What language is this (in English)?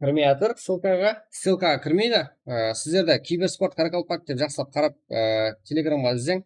Kara-Kalpak